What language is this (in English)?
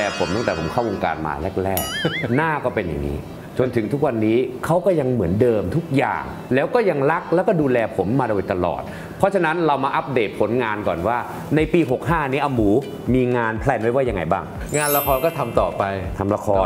Thai